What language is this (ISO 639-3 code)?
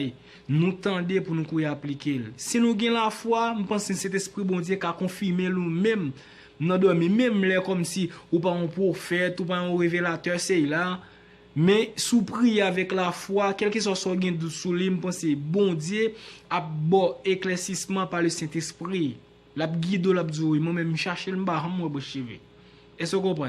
hat